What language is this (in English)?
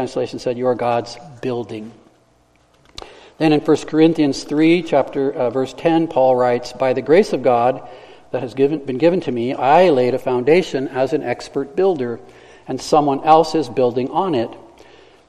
English